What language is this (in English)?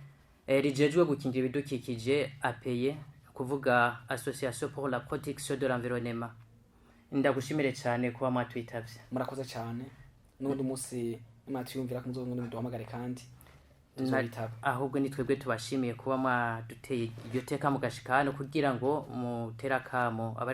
Rundi